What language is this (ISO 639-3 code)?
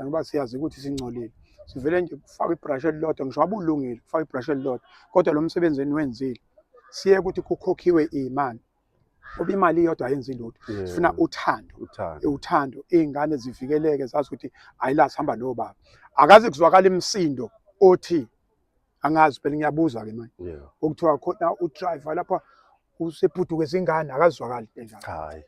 zul